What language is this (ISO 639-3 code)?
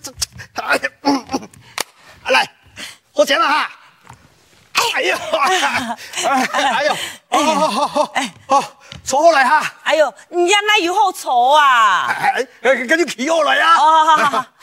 hak